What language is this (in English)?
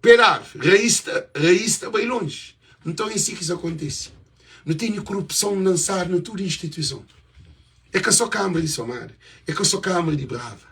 Kabuverdianu